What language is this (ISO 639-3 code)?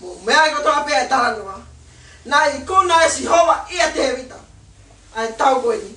ton